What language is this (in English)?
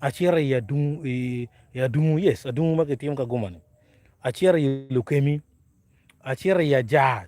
Acoli